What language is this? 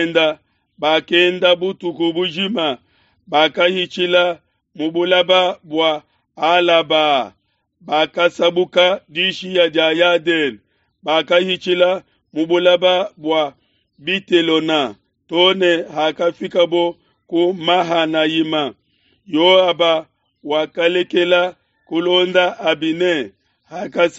Luba-Lulua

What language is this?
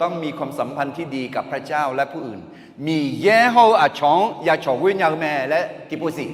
Akha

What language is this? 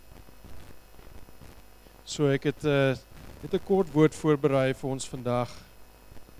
Afrikaans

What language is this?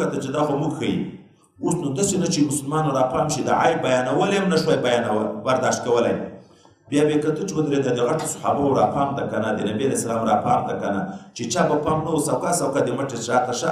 Pashto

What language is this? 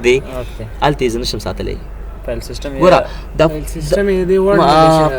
Pashto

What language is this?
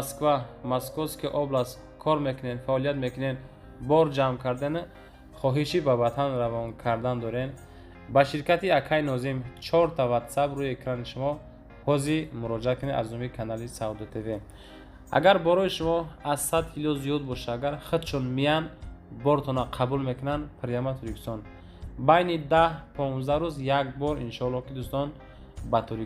Tajik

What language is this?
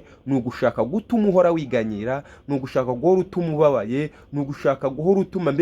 Kinyarwanda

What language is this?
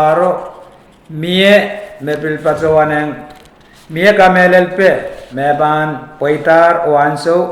Pohnpeian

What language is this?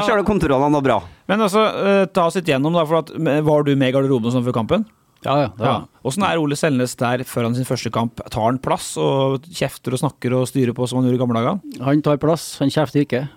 Norwegian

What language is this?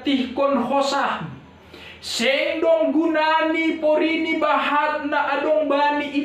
Batak Simalungun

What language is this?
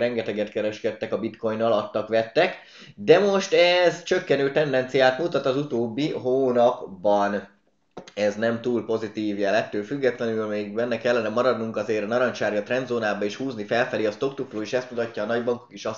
Hungarian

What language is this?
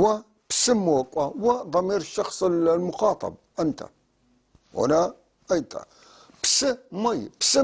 North Levantine Arabic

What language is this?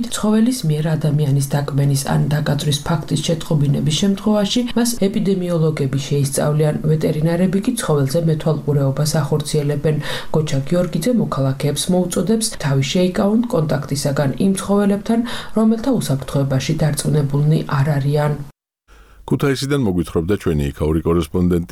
Georgian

